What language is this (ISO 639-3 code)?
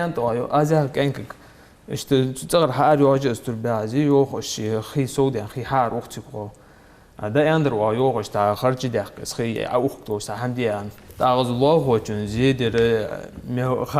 inh